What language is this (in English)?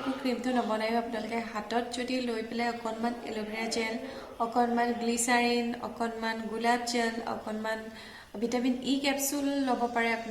Assamese